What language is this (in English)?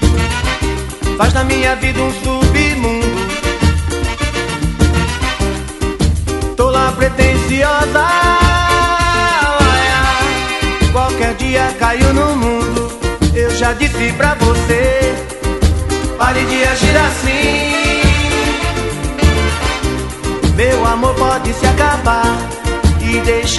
Portuguese